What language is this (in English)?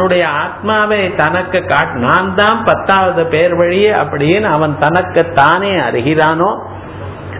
Tamil